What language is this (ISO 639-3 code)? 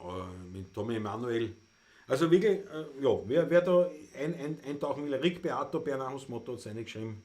bar